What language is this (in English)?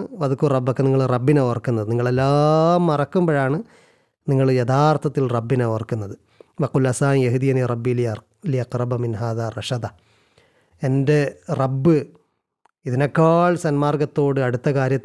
Malayalam